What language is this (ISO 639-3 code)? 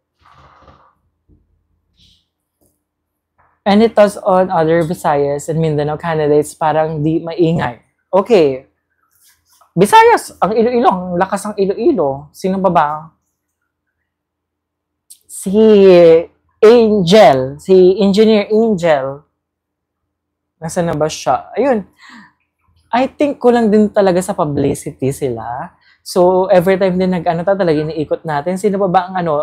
fil